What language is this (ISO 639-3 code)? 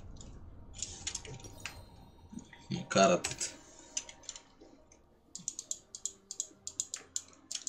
ron